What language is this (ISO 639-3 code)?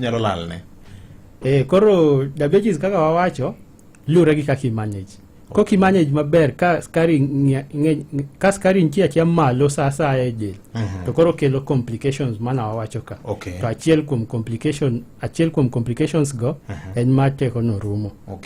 luo